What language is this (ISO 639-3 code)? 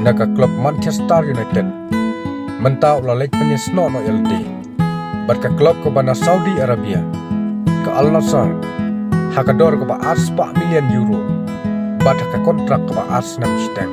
kha